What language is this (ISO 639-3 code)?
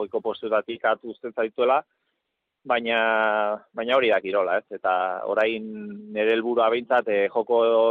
eus